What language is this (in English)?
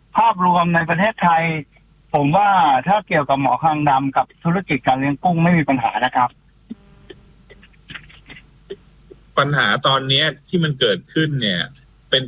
Thai